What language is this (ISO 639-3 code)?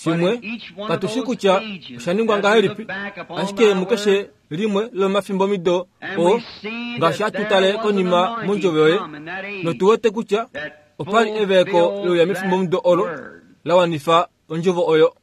kua